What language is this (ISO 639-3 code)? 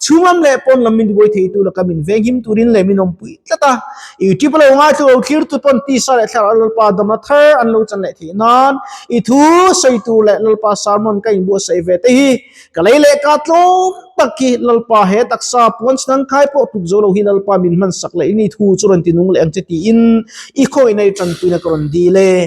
lus